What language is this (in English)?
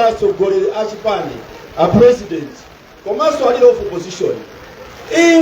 Nyanja